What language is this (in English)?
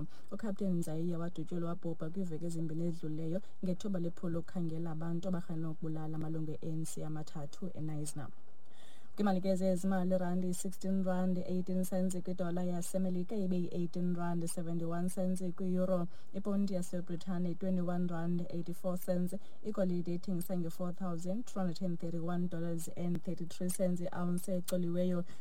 Xhosa